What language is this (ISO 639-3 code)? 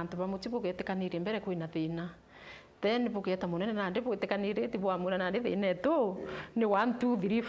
mer